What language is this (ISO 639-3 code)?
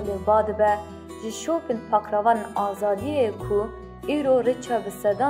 kur